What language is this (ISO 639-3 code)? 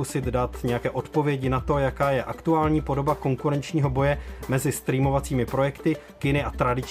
ces